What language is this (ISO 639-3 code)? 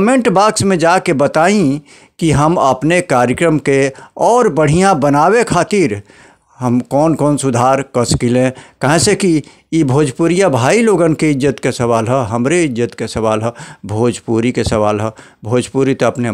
bho